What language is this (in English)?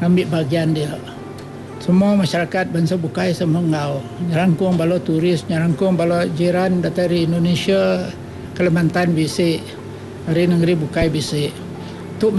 Iban